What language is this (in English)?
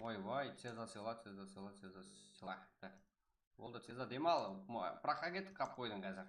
Kara-Kalpak